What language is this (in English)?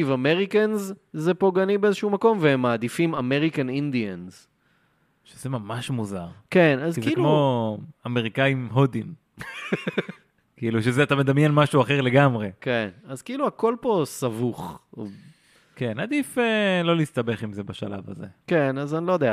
Hebrew